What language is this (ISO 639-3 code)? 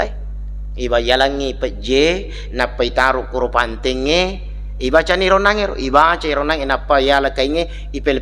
bug